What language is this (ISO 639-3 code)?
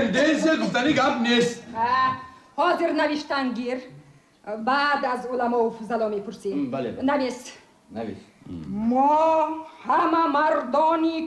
tgk